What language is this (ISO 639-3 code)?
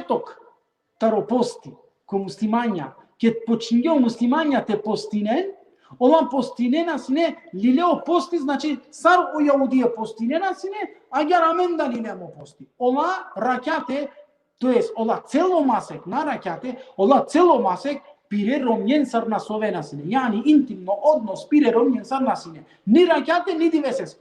rmn